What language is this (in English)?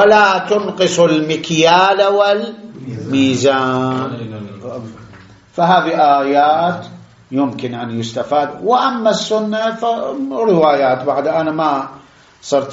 Arabic